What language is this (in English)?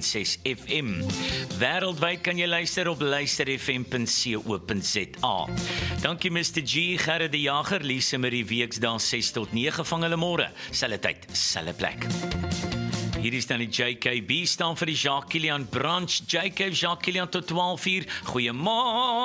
Afrikaans